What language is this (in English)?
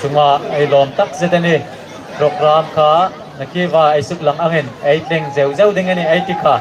Hmar